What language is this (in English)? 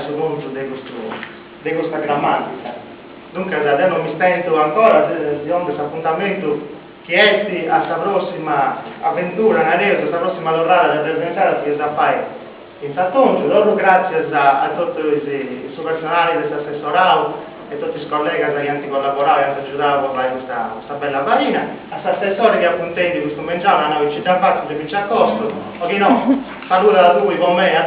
Sardinian